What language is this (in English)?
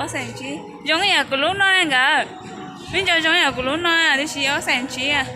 Hmong